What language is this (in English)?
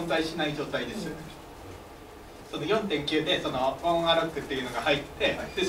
Japanese